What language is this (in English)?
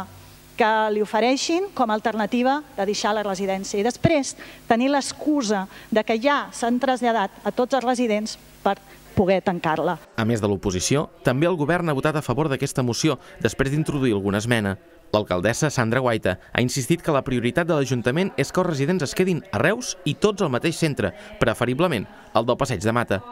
Catalan